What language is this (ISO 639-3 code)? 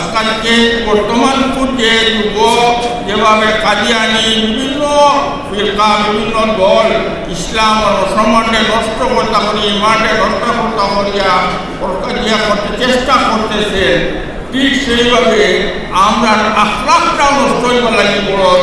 syl